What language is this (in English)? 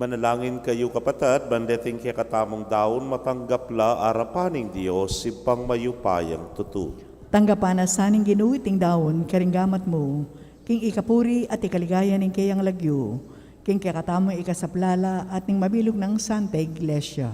Pampanga